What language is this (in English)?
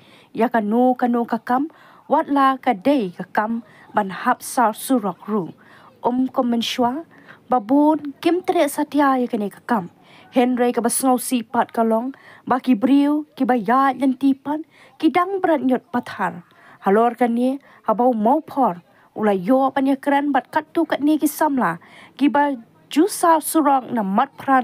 Khasi